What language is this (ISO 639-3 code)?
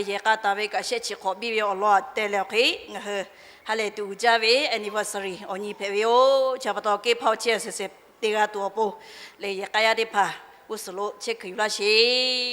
lhu